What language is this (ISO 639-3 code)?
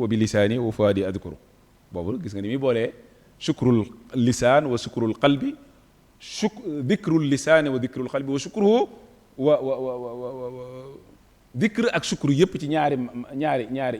wol